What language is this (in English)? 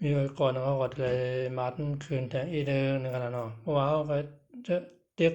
Shan